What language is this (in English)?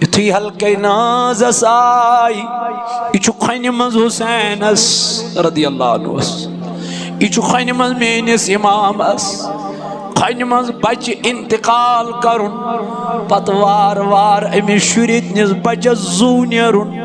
Kashmiri